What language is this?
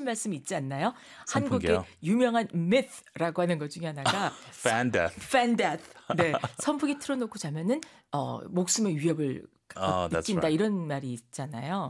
Korean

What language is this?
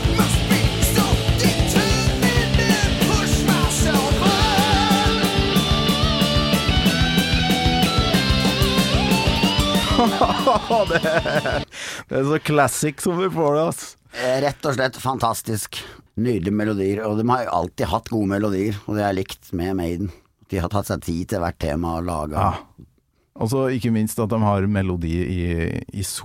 Norwegian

